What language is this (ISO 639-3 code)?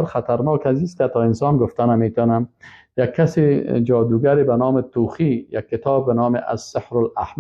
fas